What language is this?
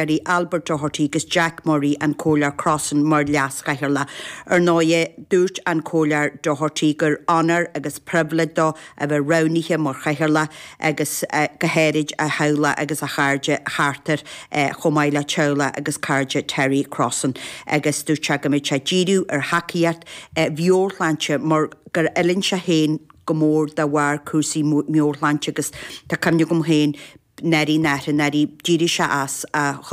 Irish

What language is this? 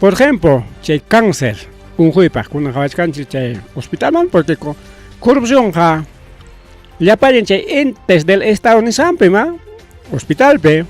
Ayacucho Quechua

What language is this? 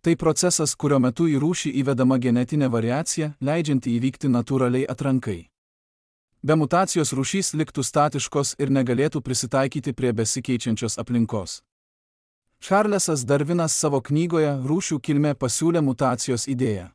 Lithuanian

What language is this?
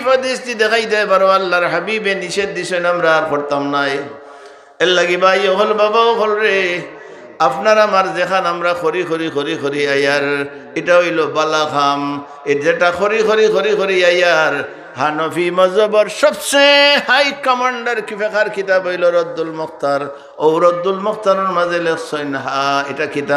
Sylheti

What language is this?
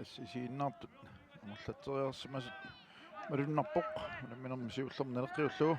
Kalaallisut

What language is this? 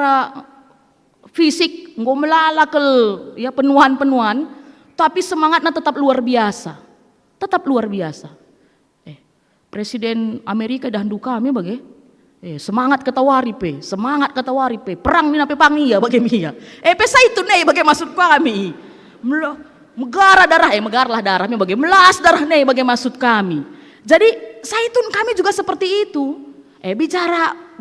Batak Karo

